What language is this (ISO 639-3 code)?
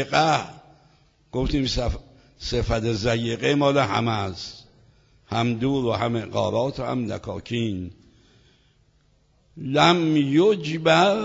fas